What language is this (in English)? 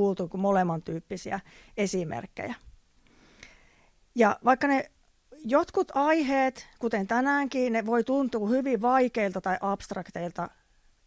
Finnish